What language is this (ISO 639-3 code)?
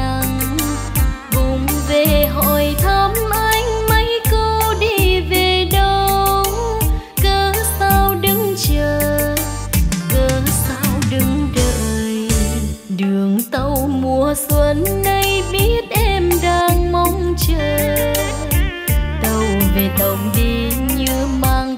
vie